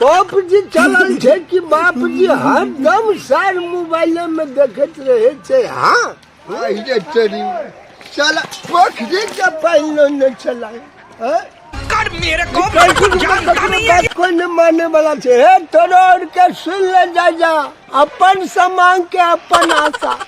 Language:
Maithili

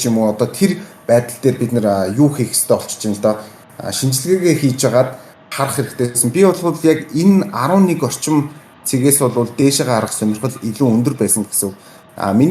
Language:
Mongolian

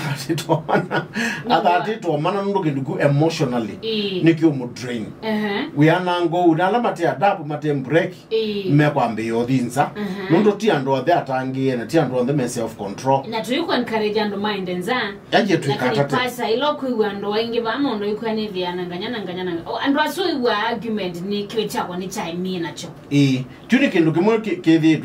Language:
Kamba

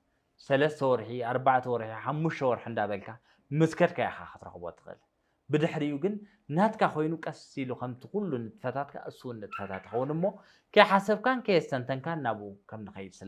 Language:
Tigrinya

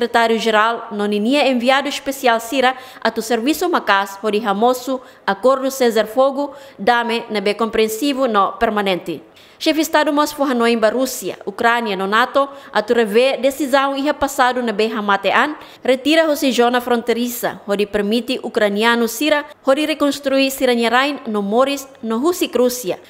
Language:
Tetum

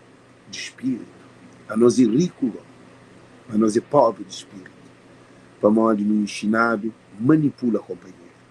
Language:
Kabuverdianu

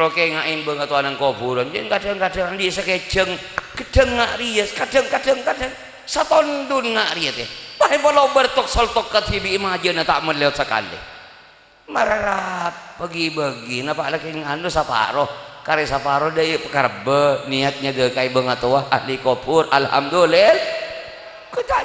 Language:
Madurese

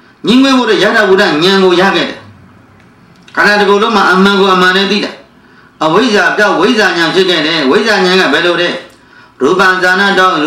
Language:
Burmese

